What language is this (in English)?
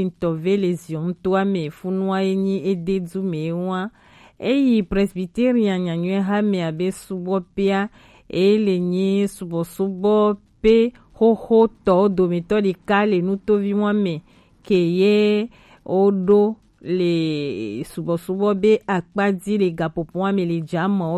Gen